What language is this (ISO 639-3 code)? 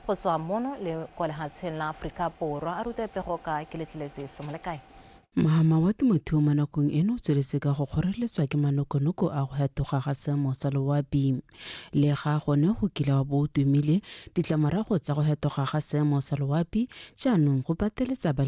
tsn